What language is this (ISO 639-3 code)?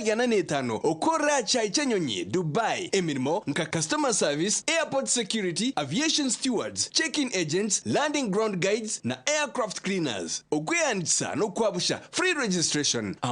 nyn